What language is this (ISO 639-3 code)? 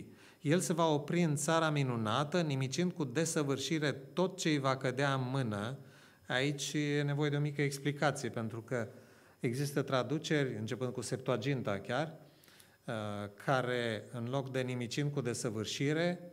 ron